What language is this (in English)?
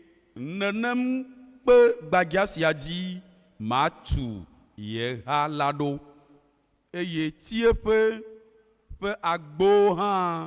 Ewe